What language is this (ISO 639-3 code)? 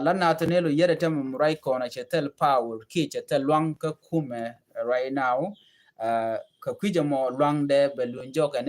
nus